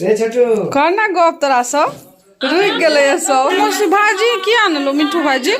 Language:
Maithili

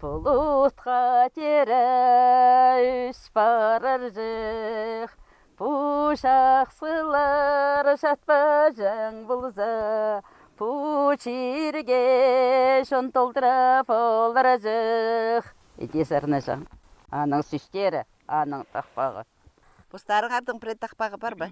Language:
Khakas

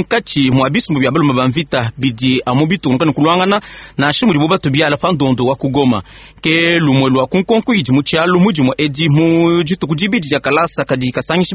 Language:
Luba-Lulua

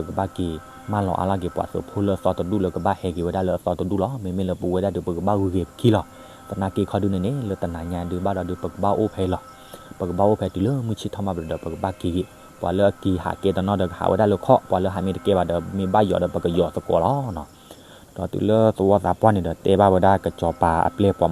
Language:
S'gaw Karen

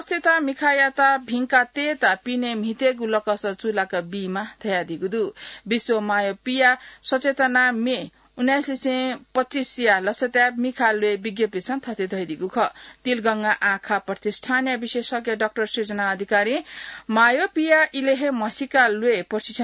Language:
Newari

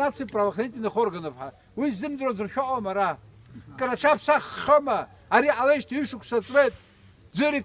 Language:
Abkhazian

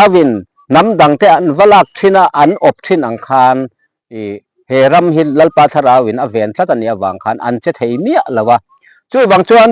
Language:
Mizo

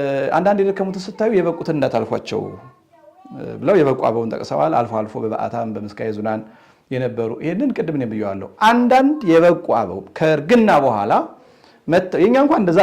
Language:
Amharic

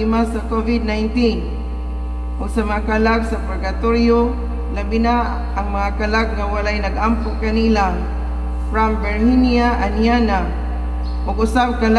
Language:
Cebuano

